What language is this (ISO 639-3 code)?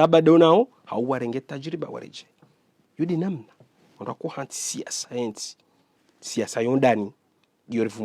zdj